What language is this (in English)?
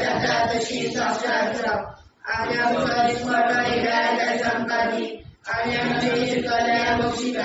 Konkani